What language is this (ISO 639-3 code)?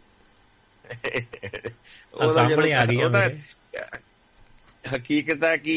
pan